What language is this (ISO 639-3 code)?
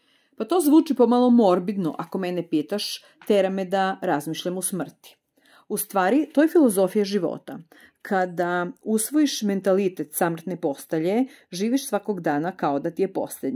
srp